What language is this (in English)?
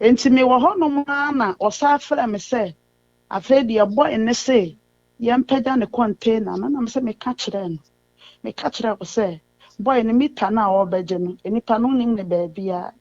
Akan